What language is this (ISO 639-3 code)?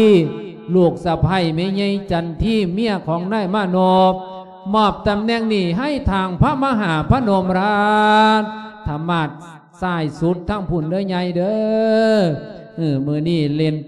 lao